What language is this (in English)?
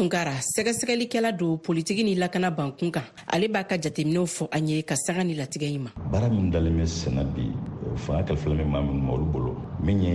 Bambara